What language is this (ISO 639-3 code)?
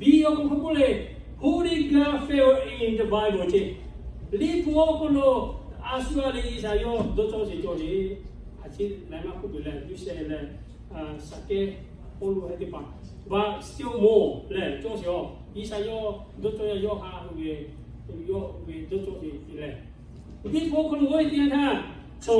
lhu